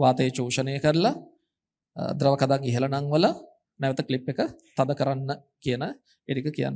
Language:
Sinhala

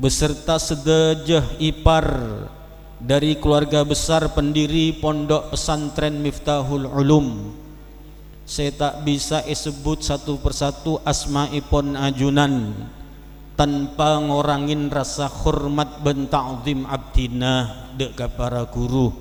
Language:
Madurese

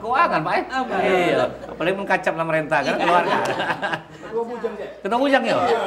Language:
Musi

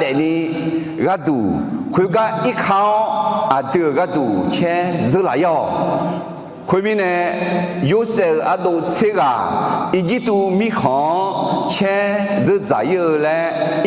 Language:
Akha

